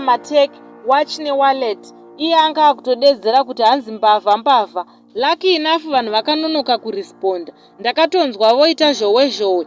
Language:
Shona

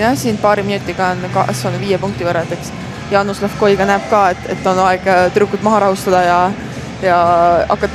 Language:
Estonian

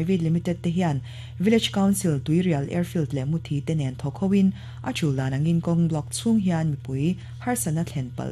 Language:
Mizo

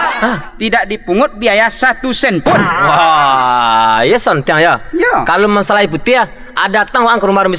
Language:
Minangkabau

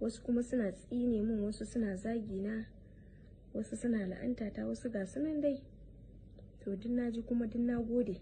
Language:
Hausa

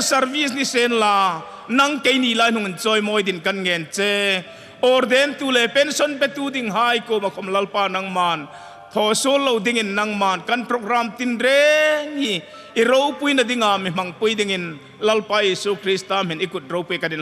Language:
Hmar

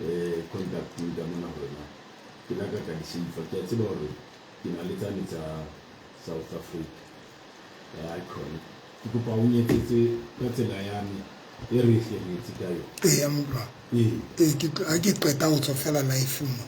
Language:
Southern Sotho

